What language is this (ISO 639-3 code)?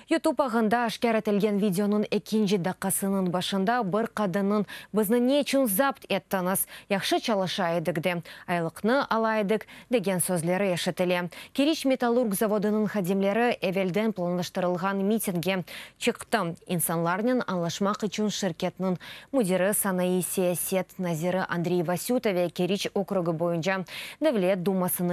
crh